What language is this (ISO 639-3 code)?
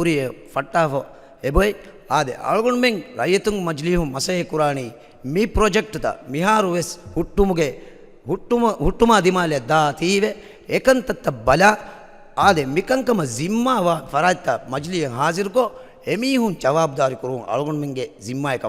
div